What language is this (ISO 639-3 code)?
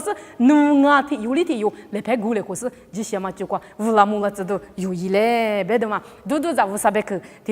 lis